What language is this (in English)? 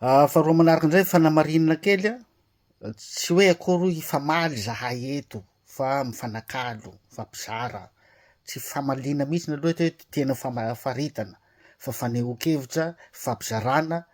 Malagasy